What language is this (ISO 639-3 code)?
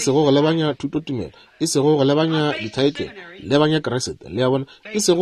nso